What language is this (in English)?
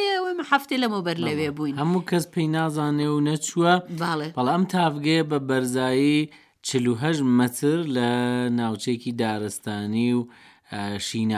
Central Kurdish